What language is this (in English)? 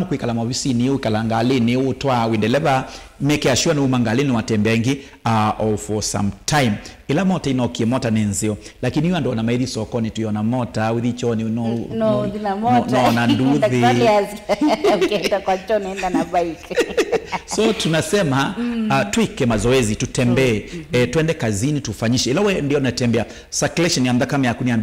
Kamba